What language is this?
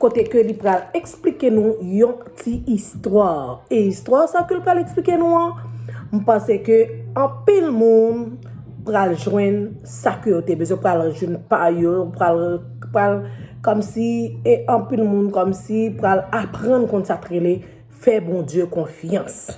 Haitian Creole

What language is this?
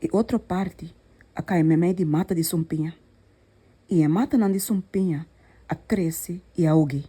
Papiamento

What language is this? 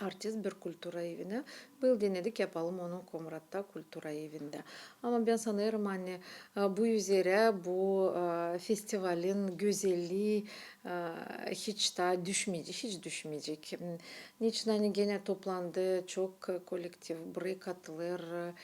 Gagauz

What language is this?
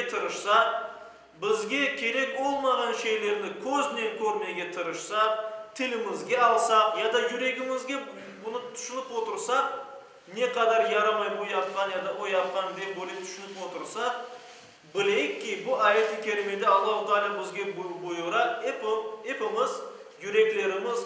Crimean Tatar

